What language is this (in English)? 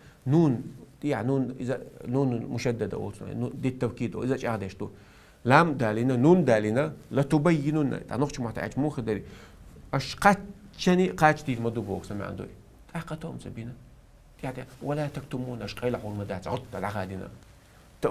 Chechen